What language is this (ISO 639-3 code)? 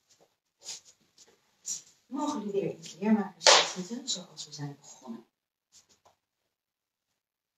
nld